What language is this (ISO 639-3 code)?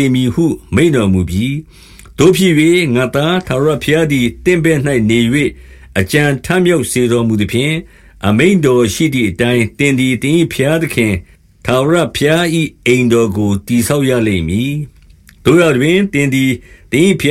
mya